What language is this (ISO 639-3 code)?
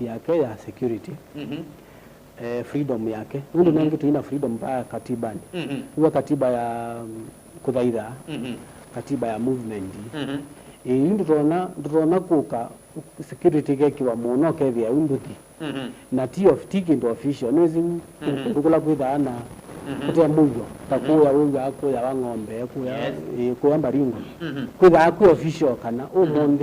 kam